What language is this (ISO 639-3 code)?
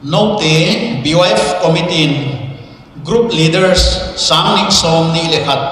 pck